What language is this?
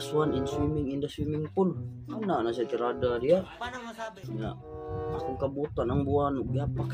Cebuano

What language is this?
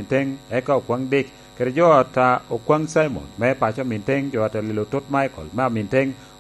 Lango (Uganda)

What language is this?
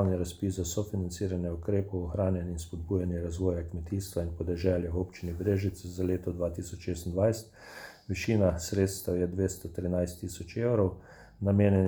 Slovenian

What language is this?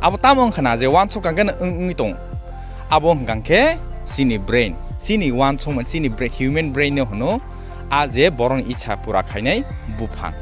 Kok Borok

